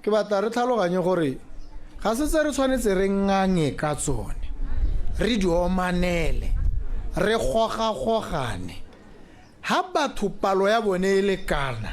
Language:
Tswana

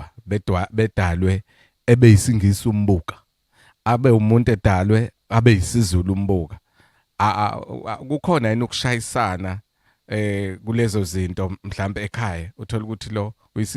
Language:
Zulu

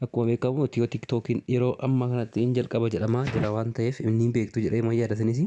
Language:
Oromo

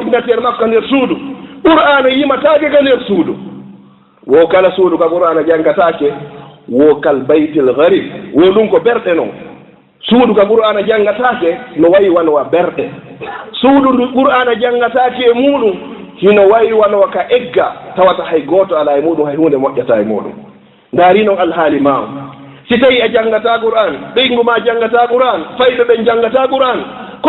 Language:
Fula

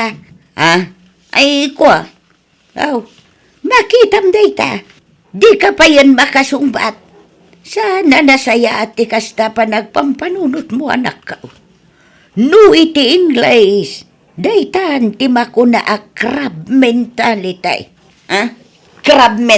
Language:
Iloko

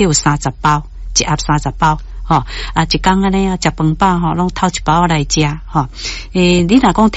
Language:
Min Nan Chinese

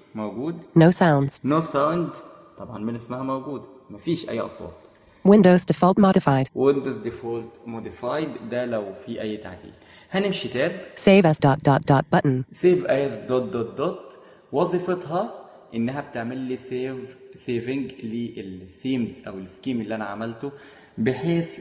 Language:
Egyptian Arabic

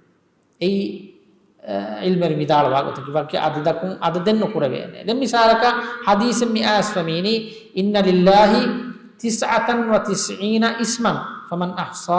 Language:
Divehi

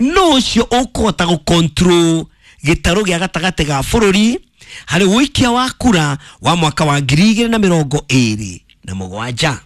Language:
Kikuyu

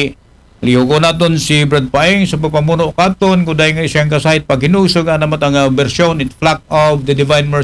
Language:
Aklanon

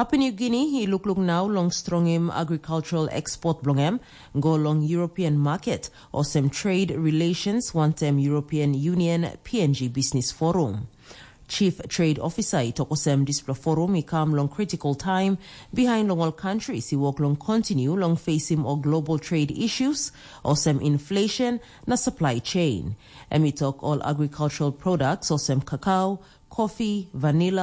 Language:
Tok Pisin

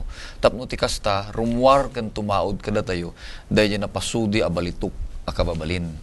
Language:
Iloko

